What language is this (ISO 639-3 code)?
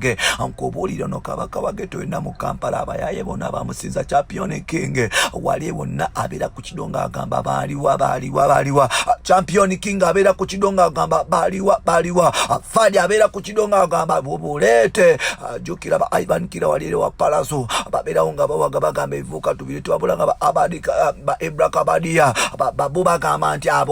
lug